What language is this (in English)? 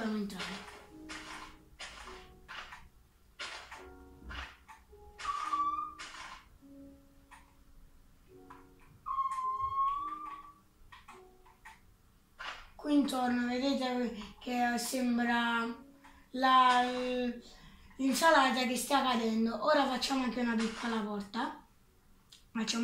Italian